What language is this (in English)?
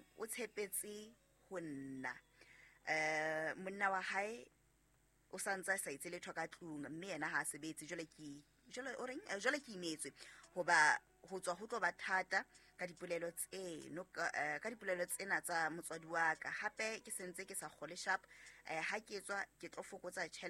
Southern Sotho